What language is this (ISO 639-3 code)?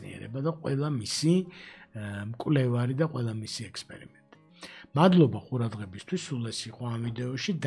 kat